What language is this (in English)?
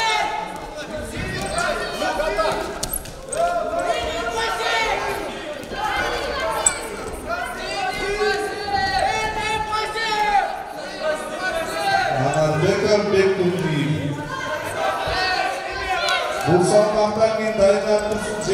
Kazakh